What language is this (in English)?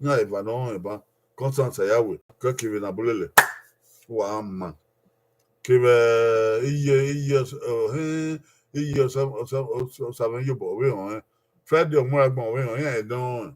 Bini